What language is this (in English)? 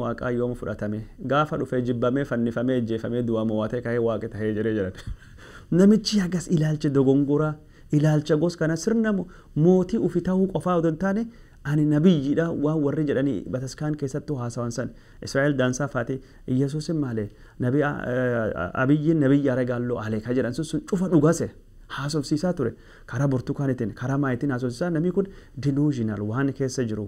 Oromo